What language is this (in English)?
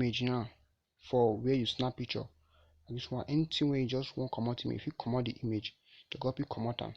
Nigerian Pidgin